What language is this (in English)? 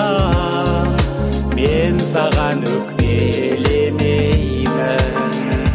Kazakh